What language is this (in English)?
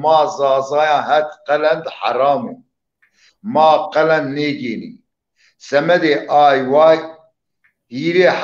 Zaza